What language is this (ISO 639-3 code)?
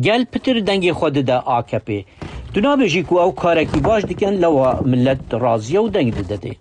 kur